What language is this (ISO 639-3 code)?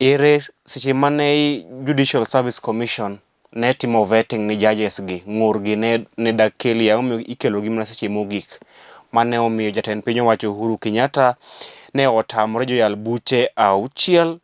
luo